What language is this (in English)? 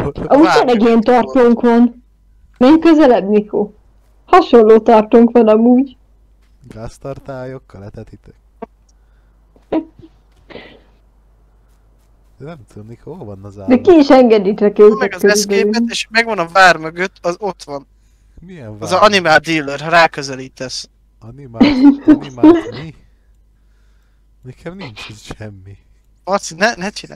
Hungarian